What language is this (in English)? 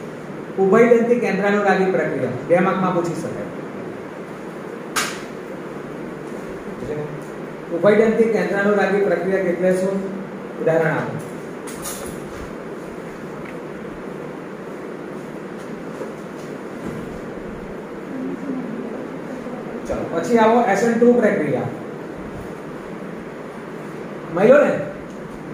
Gujarati